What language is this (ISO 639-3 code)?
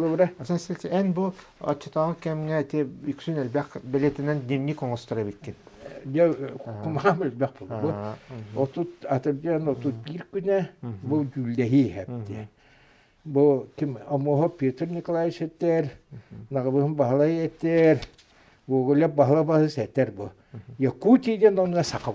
sah